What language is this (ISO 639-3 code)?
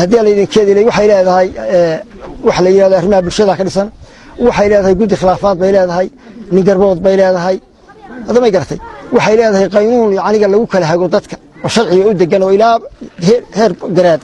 som